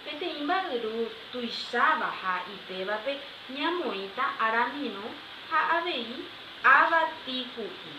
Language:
Guarani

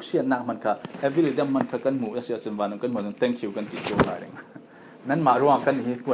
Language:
Falam Chin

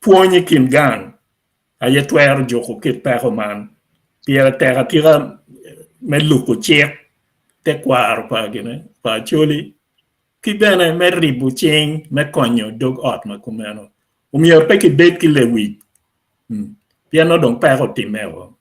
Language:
Acoli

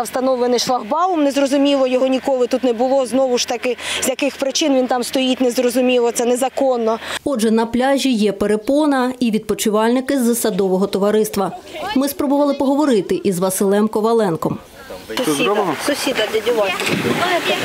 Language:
Ukrainian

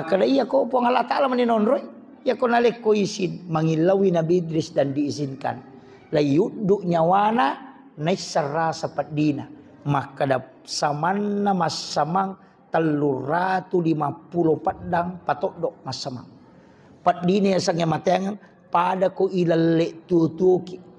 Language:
Buginese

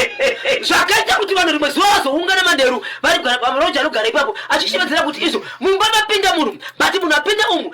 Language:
Shona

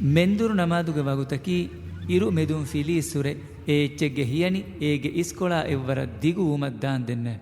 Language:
Divehi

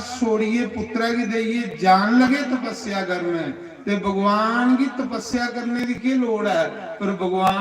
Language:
Dogri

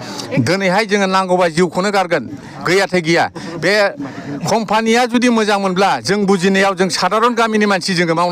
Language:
Bodo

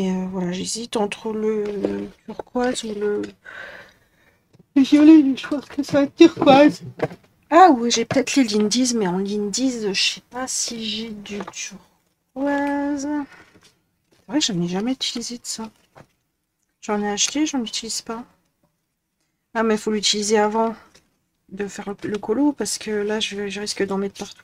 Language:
French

